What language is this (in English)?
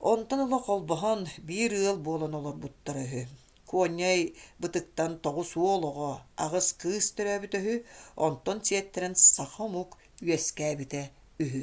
Yakut